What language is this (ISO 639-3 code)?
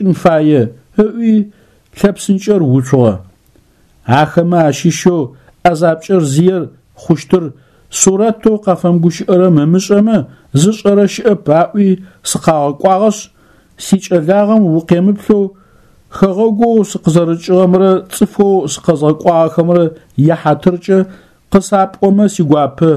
ady